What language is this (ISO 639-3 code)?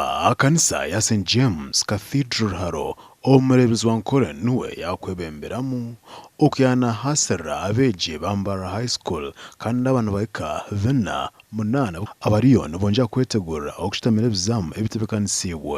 nyn